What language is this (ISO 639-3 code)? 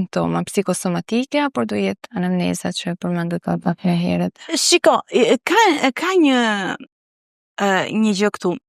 sqi